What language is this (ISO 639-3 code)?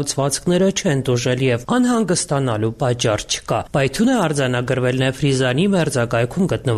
hye